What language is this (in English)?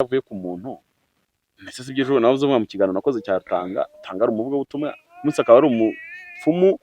Kinyarwanda